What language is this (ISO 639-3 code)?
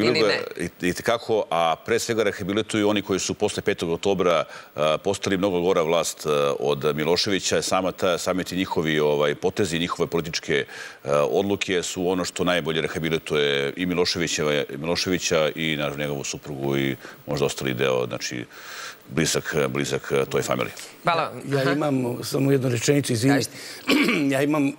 srp